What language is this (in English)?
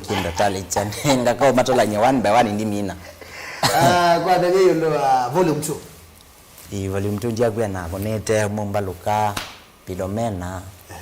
Kamba